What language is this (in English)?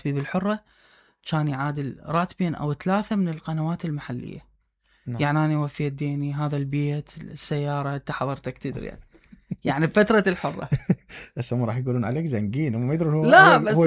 Mesopotamian Arabic